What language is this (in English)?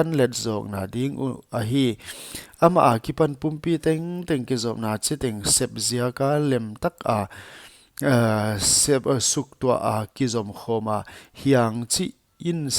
Paite Chin